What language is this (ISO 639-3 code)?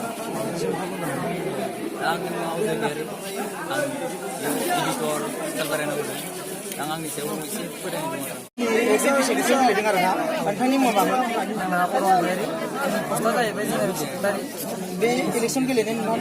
brx